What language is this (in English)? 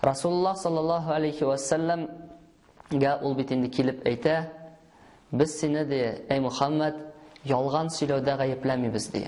Tatar